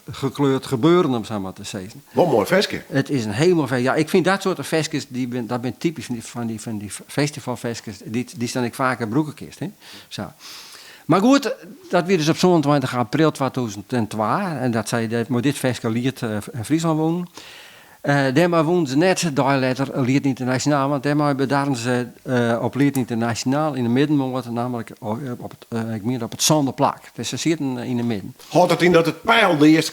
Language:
Western Frisian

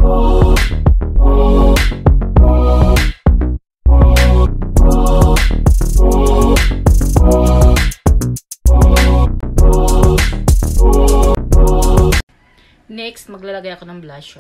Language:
Filipino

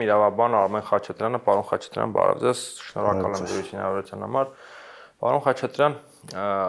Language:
Armenian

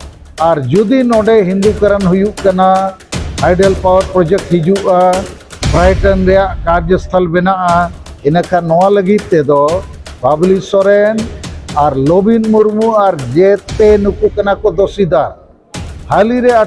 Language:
Santali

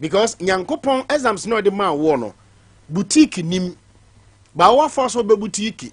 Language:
Akan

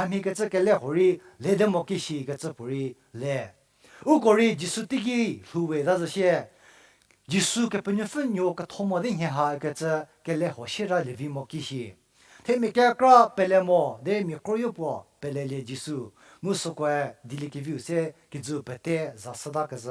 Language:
Angami Naga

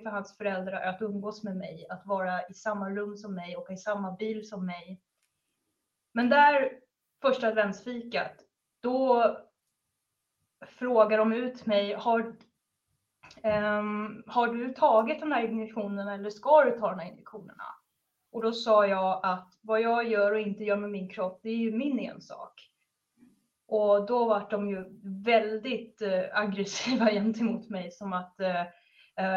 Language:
Swedish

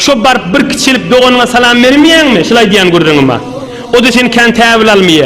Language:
Turkmen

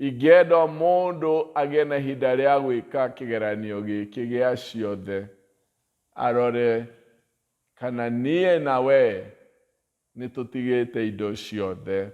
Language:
Kikuyu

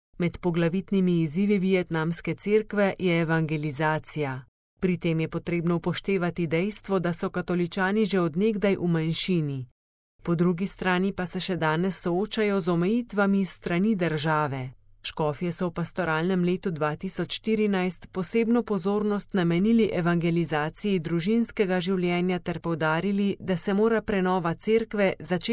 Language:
Slovenian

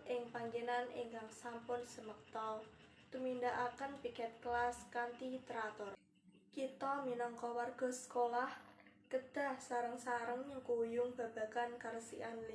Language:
Javanese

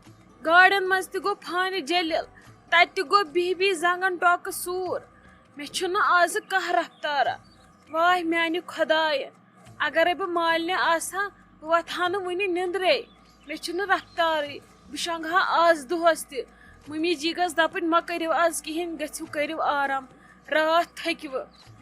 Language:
Kashmiri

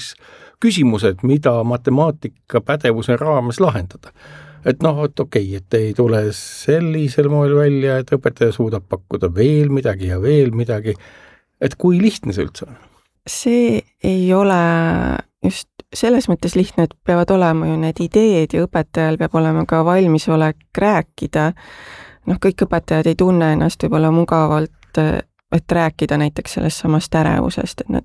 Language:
Estonian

